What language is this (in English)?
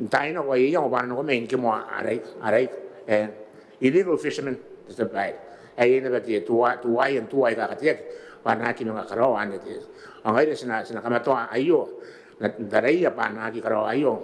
Gilbertese